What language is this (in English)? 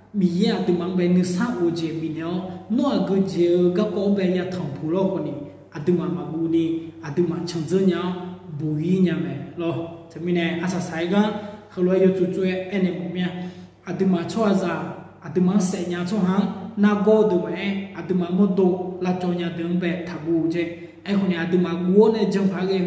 Akha